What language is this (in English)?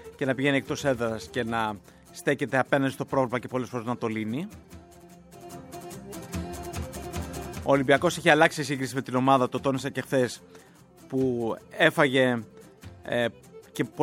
Greek